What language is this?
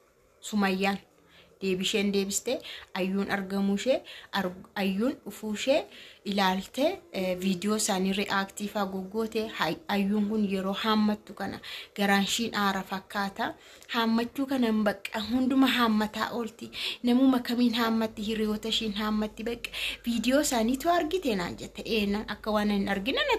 Oromo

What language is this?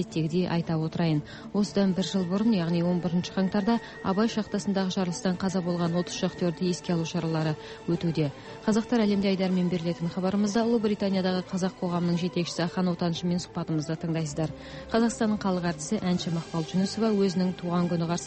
Kazakh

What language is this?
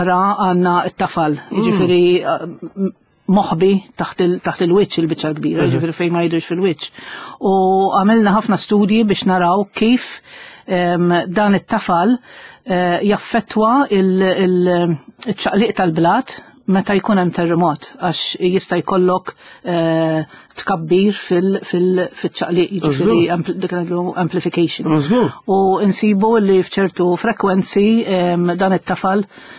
Maltese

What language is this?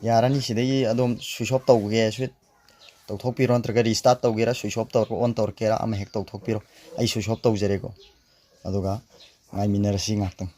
Manipuri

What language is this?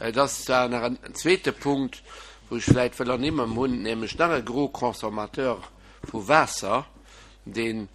Luxembourgish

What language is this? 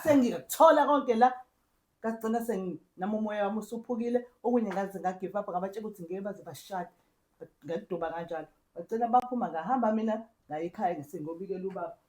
Zulu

